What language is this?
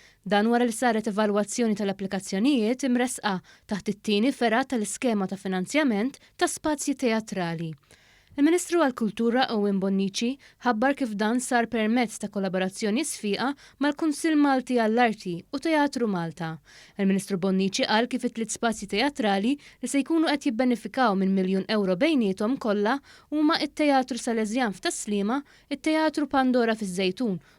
Maltese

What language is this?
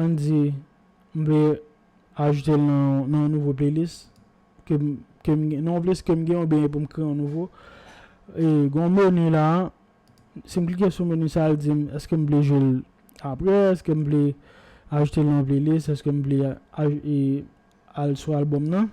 Haitian Creole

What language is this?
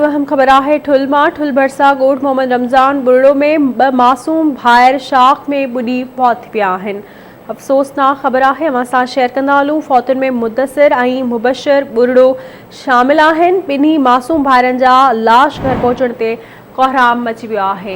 Sindhi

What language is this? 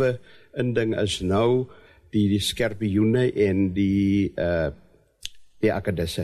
Afrikaans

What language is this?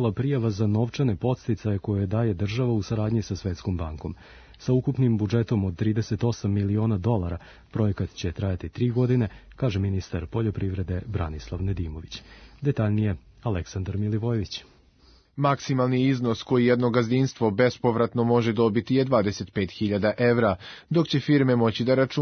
Serbian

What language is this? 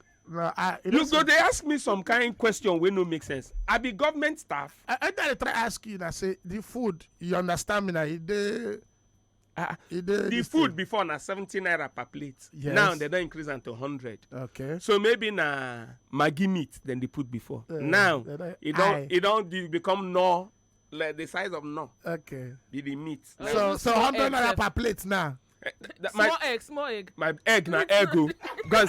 Nigerian Pidgin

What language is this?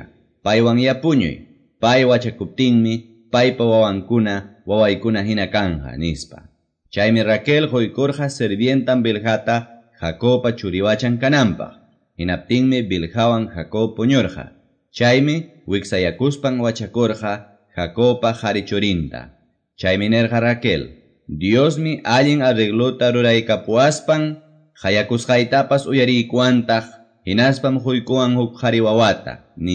Quechua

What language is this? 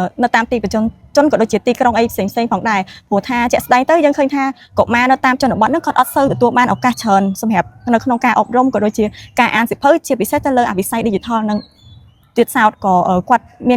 Khmer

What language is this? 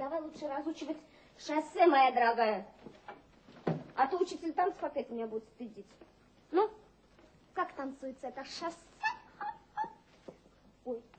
Russian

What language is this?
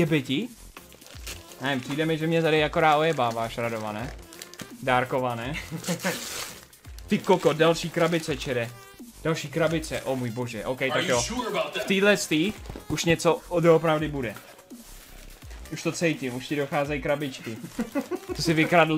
Czech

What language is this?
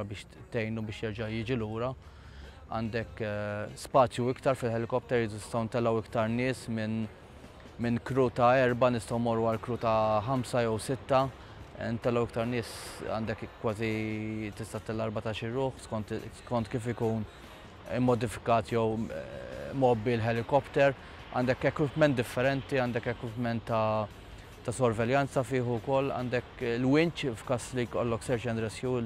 Maltese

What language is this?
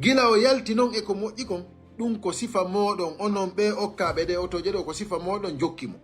Fula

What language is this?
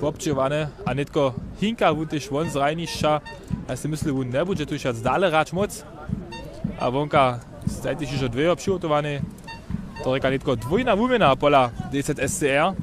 Upper Sorbian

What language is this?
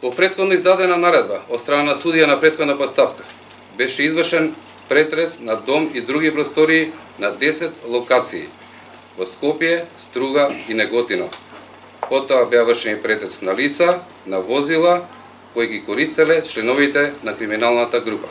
Macedonian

